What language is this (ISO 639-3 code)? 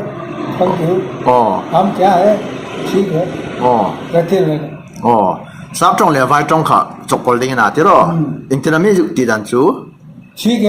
hmr